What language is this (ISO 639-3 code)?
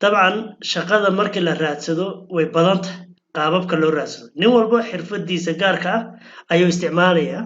som